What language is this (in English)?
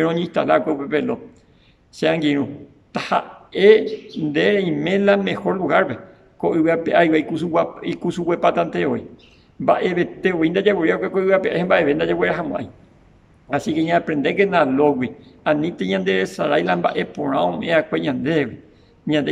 Guarani